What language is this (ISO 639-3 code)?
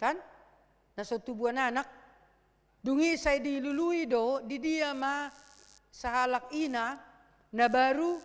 bbc